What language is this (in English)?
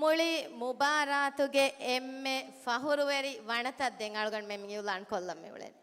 Divehi